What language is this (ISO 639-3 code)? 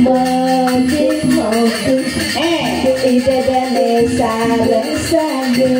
ban